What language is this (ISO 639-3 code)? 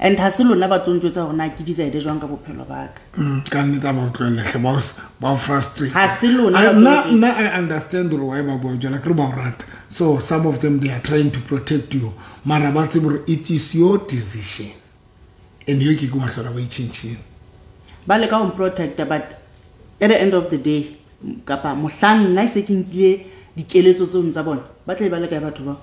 sot